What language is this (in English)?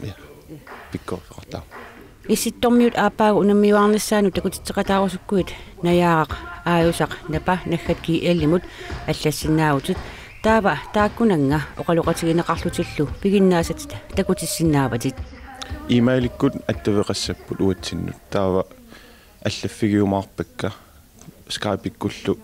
Kalaallisut